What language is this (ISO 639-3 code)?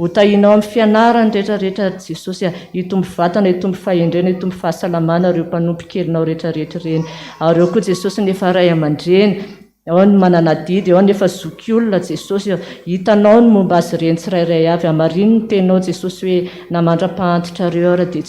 mlg